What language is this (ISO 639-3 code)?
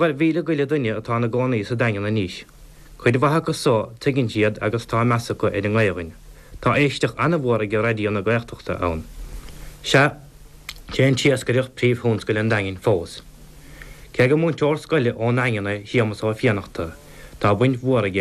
gle